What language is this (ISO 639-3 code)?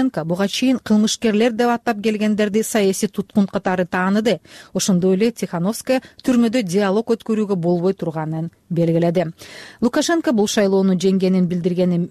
kir